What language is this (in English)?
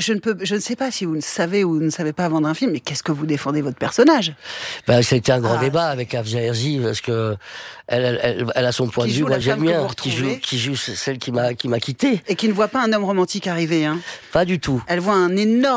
French